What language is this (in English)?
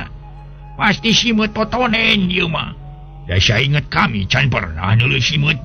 Sundanese